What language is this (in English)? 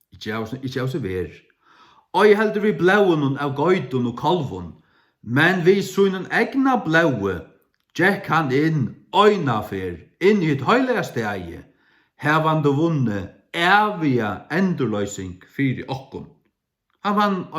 Faroese